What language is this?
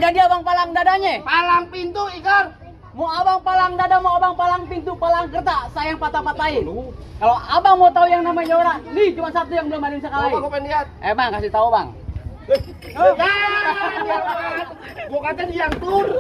Betawi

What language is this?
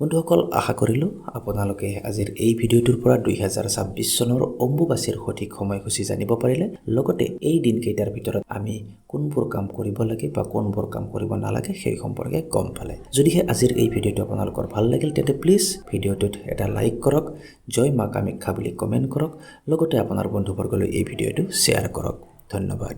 Assamese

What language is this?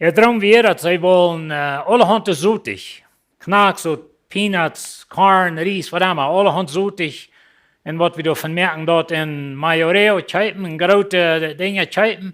Plautdietsch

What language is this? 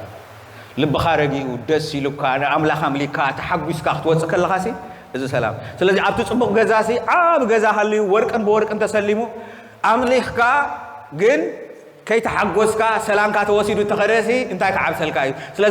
Tigrinya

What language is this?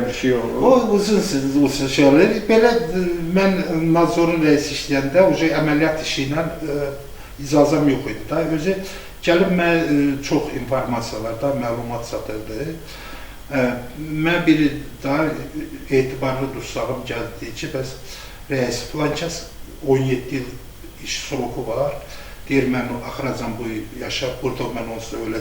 Azerbaijani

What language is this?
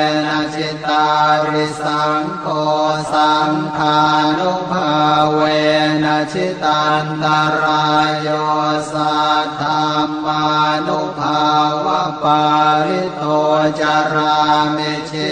Pali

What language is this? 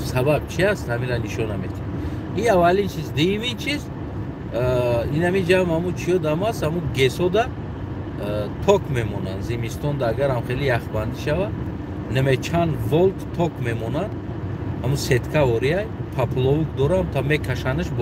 Tajik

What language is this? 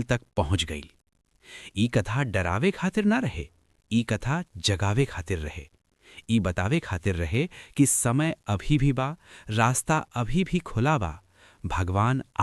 Bhojpuri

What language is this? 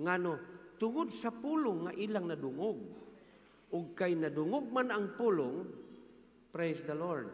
Cebuano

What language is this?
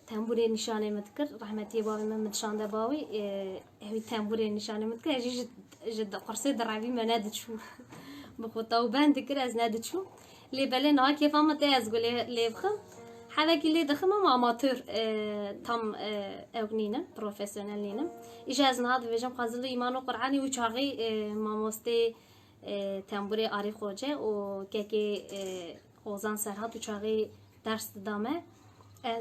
Kurdish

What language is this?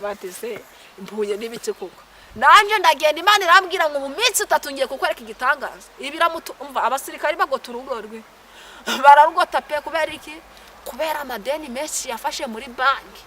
Kinyarwanda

